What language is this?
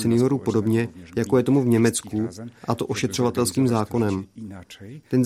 Czech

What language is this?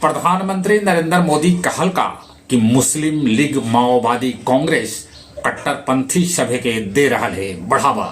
Magahi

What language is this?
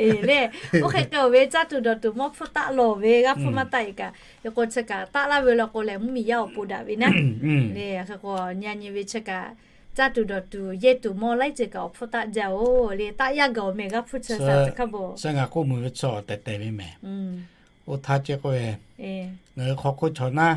Lahu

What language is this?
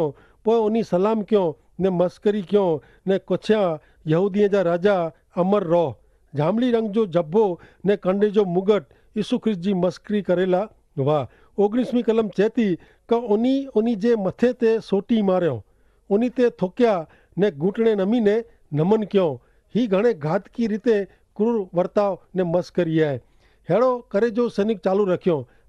Kachhi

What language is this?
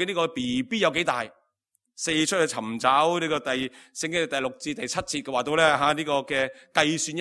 Cantonese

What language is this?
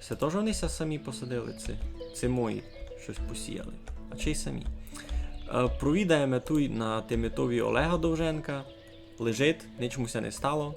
Rusyn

